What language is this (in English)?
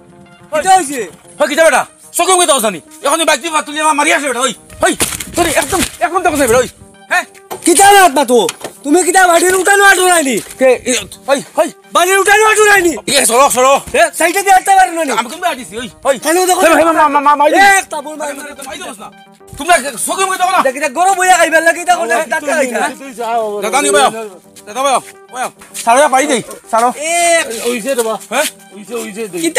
Sylheti